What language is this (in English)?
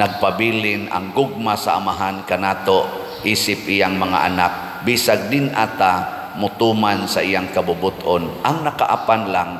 Cebuano